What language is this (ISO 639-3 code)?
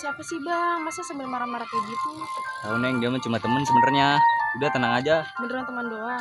bew